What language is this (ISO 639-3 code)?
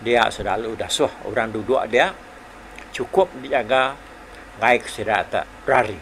iba